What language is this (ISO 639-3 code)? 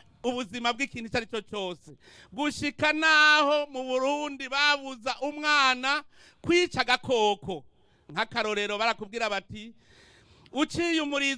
run